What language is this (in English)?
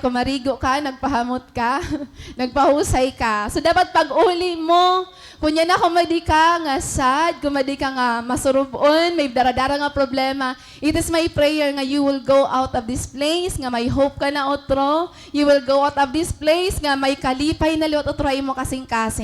Waray